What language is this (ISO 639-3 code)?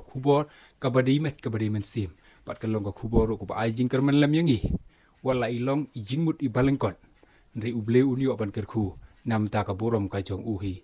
kha